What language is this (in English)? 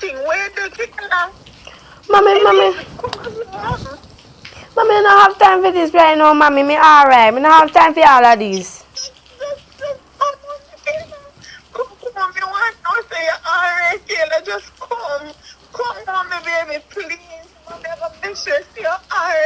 Jamaican Creole English